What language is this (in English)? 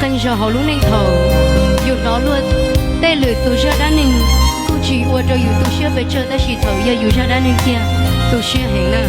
Hmong